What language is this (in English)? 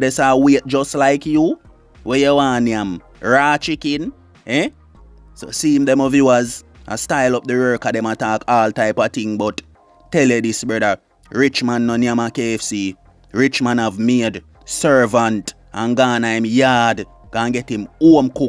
Jamaican Creole English